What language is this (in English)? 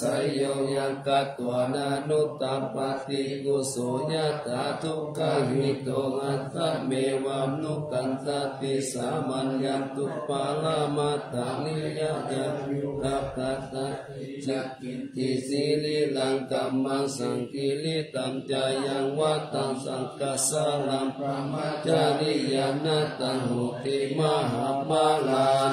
Pali